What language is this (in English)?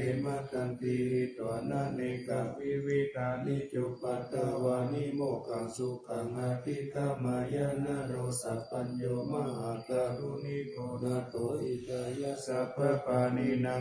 Pali